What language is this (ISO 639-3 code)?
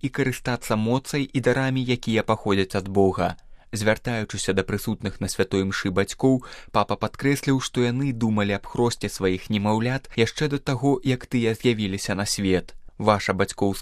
bel